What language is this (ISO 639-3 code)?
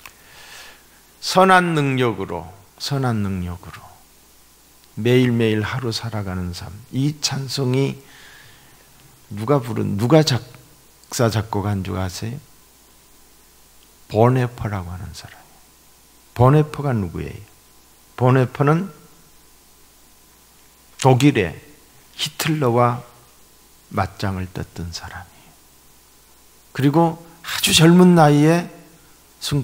kor